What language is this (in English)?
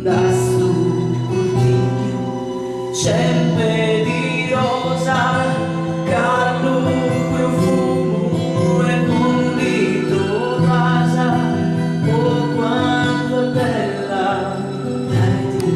Sicilian